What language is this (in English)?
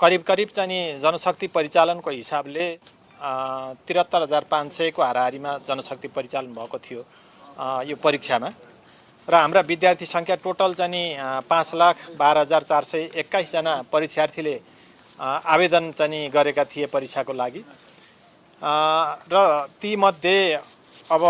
Nepali